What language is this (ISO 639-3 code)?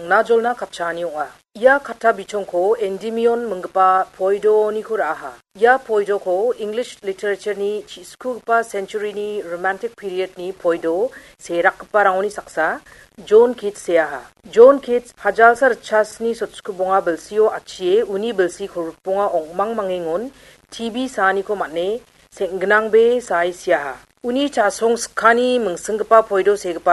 grt